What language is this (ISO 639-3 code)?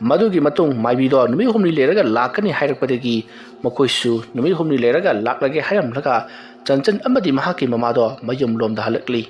mni